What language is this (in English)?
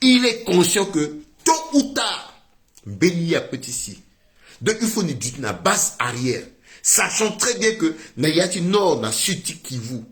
Sango